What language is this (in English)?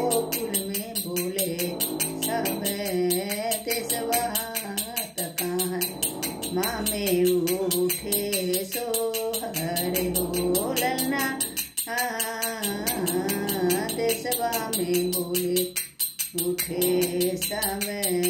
Bhojpuri